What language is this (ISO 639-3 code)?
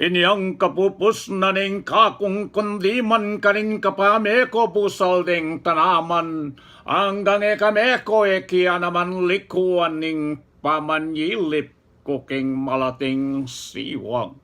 pam